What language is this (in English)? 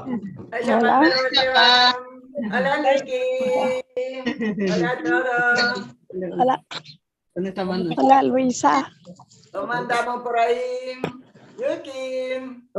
Guarani